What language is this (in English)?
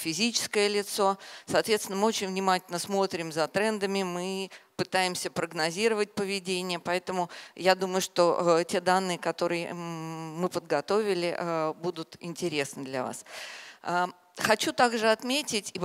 Russian